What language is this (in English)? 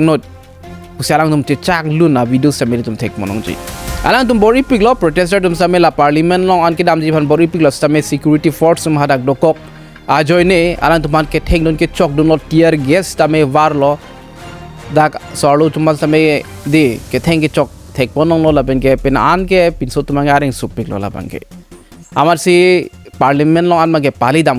Karbi